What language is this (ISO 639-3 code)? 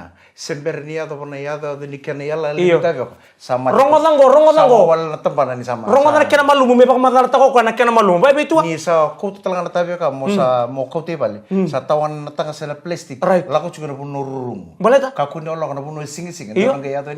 fij